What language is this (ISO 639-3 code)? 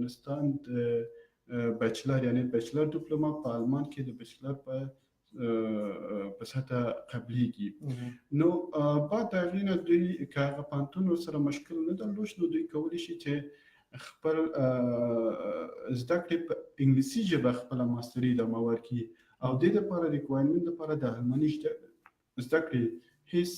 pus